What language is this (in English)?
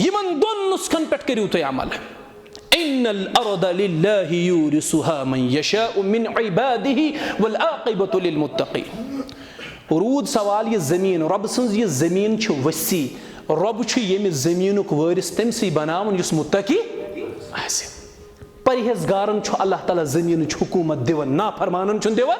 Kashmiri